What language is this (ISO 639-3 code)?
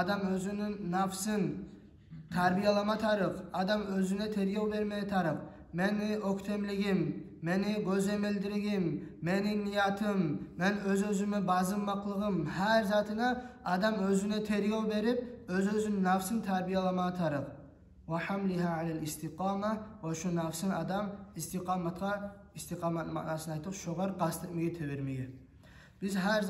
kum